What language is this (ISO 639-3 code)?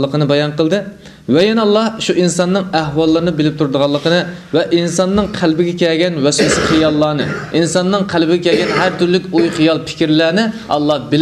uig